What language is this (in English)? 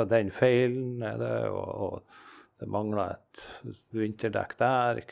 Norwegian